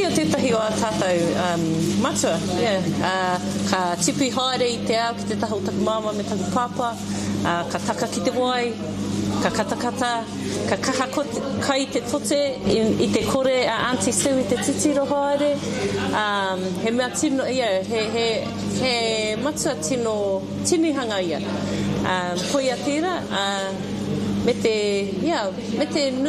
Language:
Māori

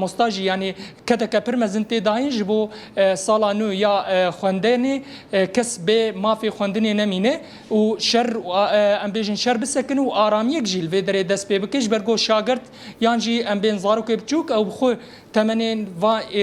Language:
Kurdish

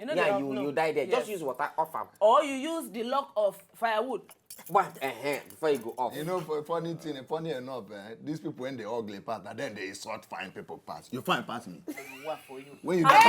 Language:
Nigerian Pidgin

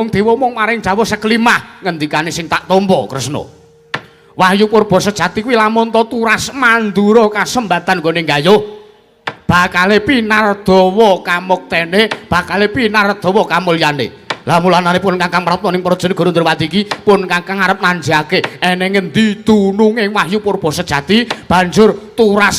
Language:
Javanese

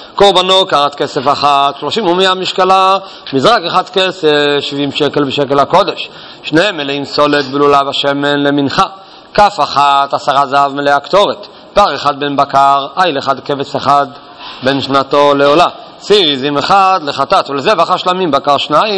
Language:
Hebrew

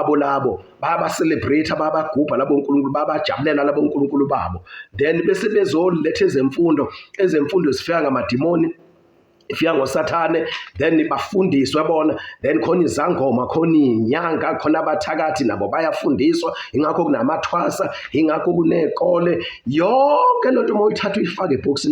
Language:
Zulu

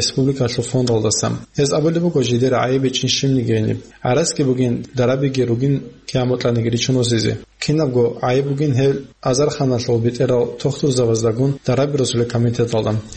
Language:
Avaric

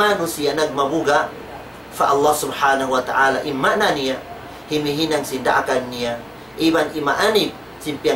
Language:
Tausug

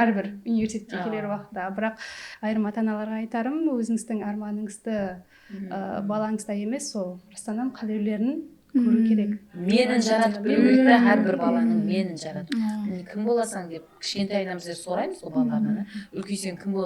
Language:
Kara-Kalpak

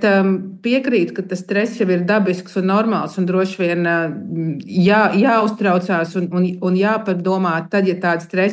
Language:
Latvian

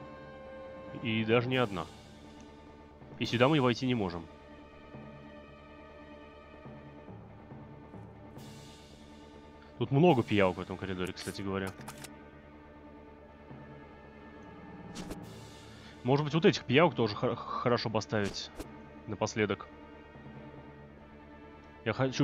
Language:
Russian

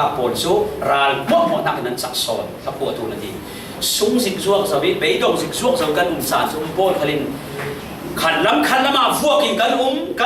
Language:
Falam Chin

